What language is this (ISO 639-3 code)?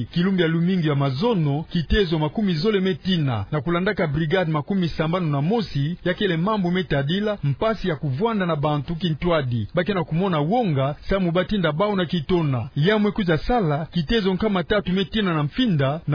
ktu